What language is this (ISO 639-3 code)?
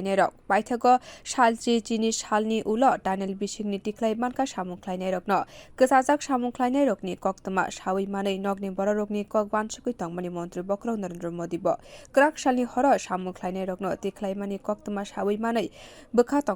trp